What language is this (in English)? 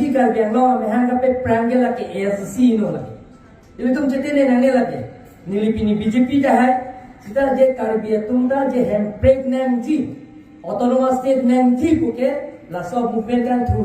Karbi